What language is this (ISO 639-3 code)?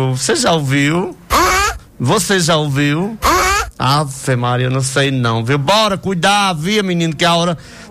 por